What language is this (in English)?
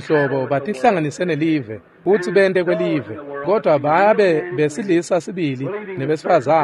Swati